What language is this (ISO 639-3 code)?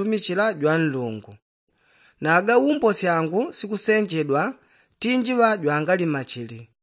yao